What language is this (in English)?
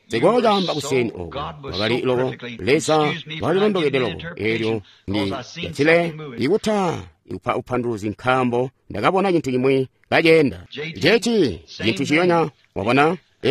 Tonga (Zambia)